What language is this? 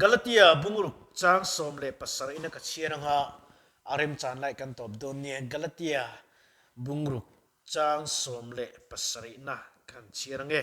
Mizo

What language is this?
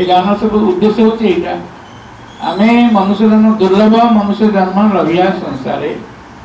Odia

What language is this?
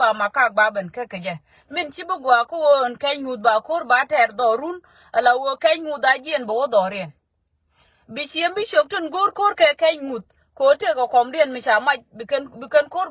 Nuer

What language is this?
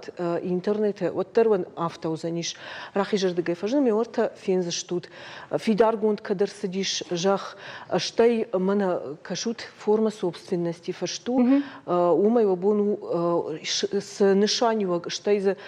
Ossetic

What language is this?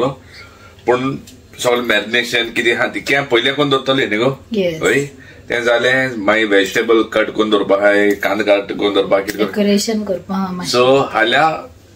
Konkani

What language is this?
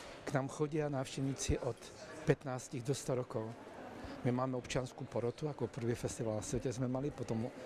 Slovak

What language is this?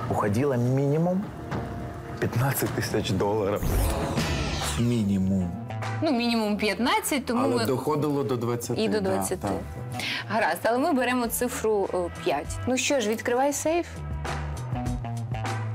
Ukrainian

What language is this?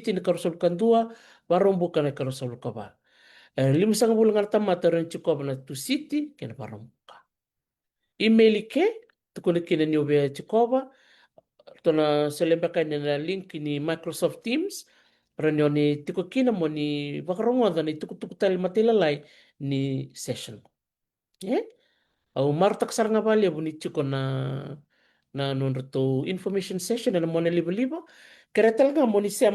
Fijian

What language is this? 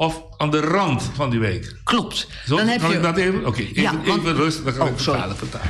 Papiamento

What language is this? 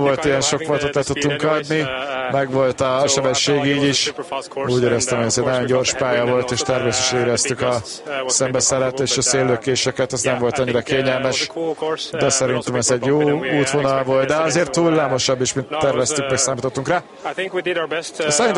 Hungarian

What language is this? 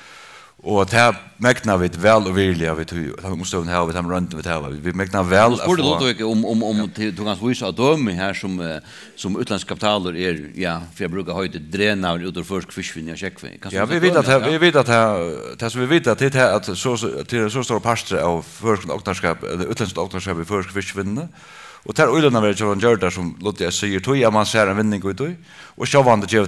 Faroese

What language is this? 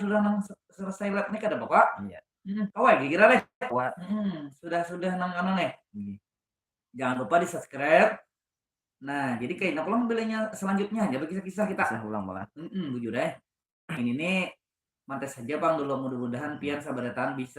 Banjar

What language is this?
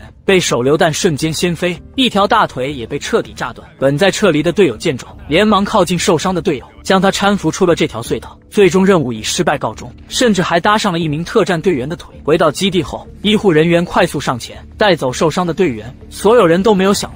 Chinese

